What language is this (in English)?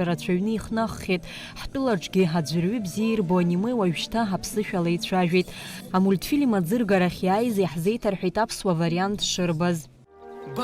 Abkhazian